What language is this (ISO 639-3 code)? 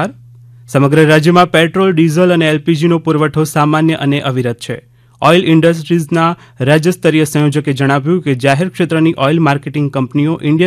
guj